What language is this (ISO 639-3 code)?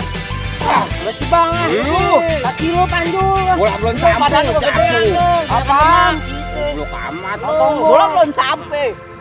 bew